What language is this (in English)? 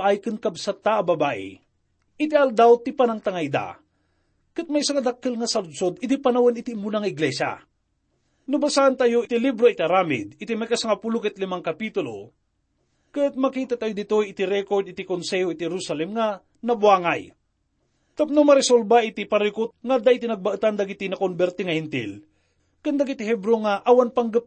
Iloko